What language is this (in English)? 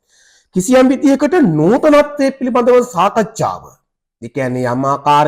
Sinhala